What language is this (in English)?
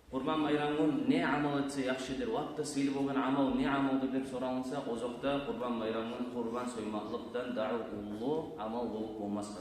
Kumyk